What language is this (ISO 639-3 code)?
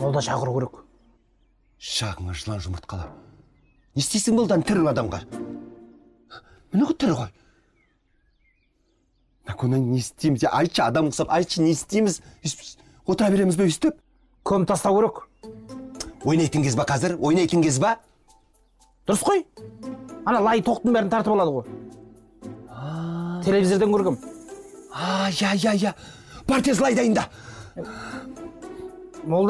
kaz